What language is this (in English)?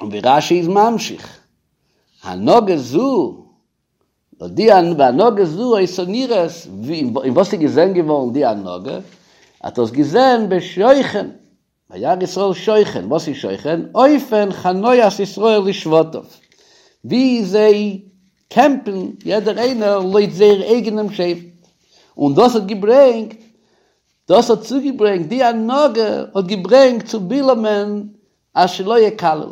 Yiddish